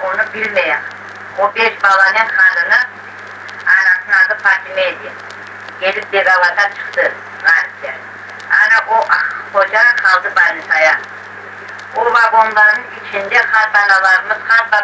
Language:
Crimean Tatar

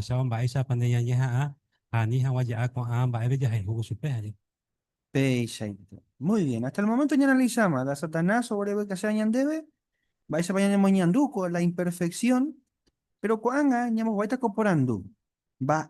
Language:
Guarani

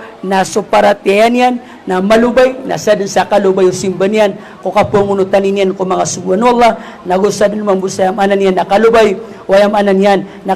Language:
Maranao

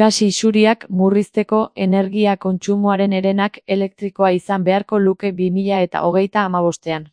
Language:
Basque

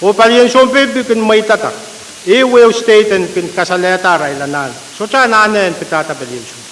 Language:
Pohnpeian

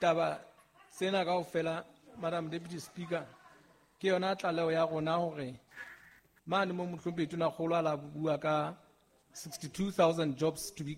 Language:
Southern Sotho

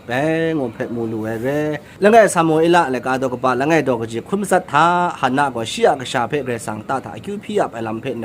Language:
Kachin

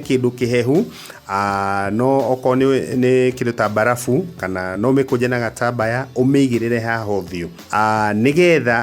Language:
Kikuyu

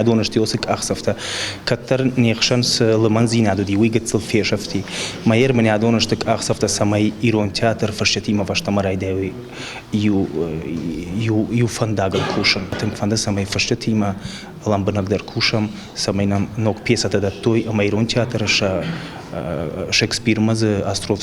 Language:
Ossetic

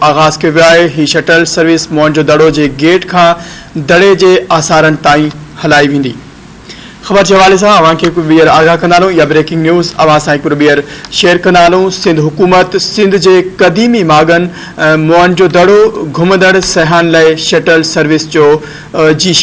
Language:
Sindhi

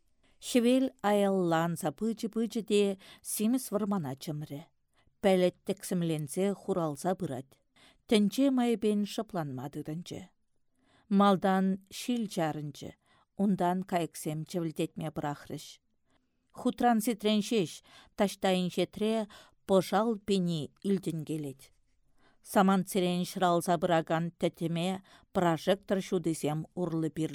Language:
Chuvash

